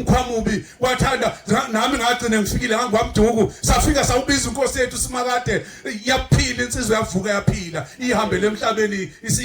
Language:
Zulu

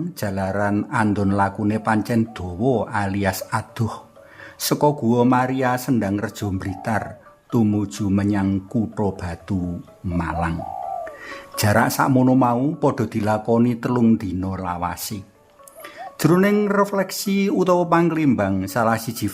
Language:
Javanese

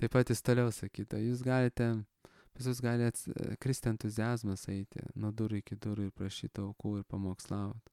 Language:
Lithuanian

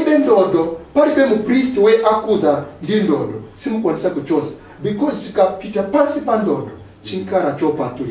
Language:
Nyanja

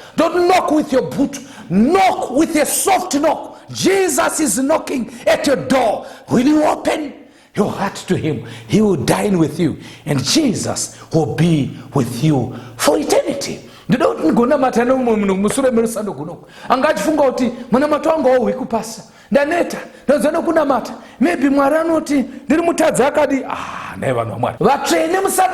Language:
Shona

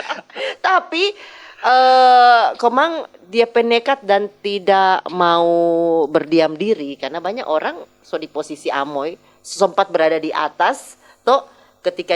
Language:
Manado Malay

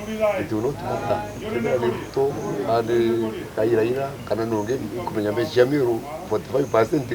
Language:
Meru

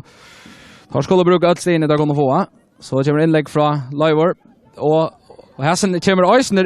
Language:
Faroese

